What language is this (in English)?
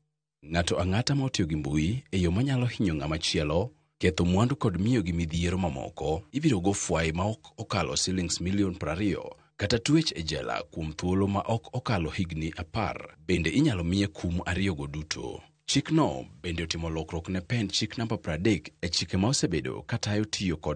Luo (Kenya and Tanzania)